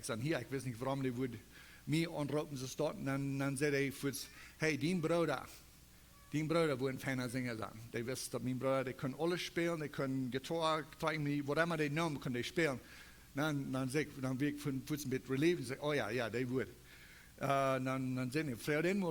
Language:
Plautdietsch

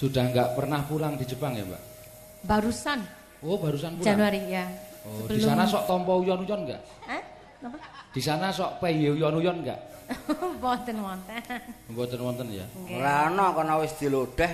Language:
Javanese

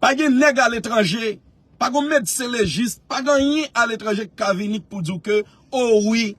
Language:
Haitian Creole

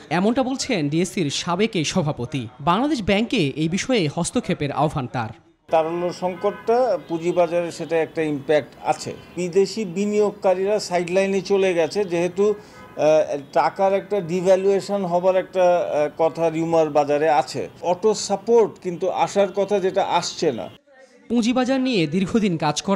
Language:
Bangla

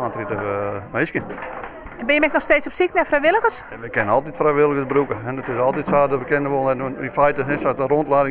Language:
Western Frisian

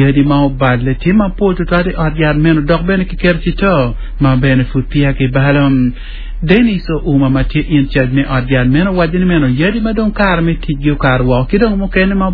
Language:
Acoli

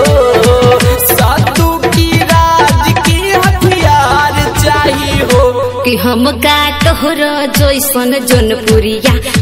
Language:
Bhojpuri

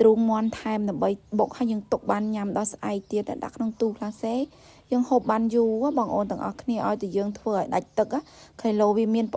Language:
Khmer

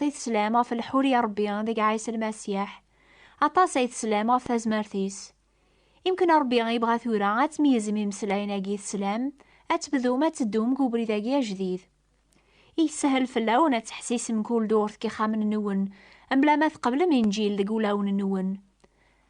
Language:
Kabyle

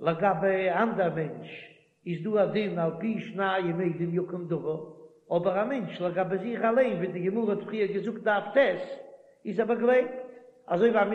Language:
Yiddish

